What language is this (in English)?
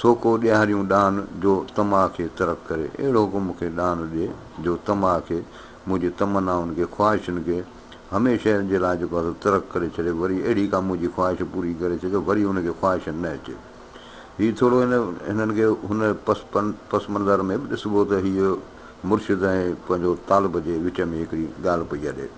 Sindhi